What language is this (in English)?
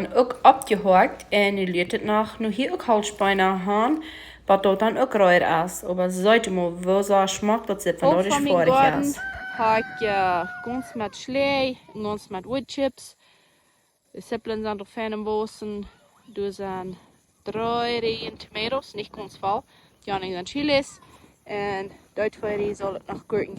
Plautdietsch